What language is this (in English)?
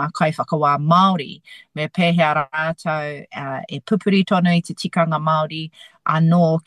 Māori